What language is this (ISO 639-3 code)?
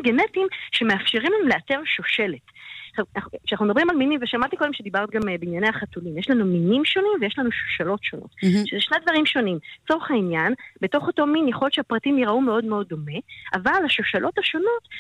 heb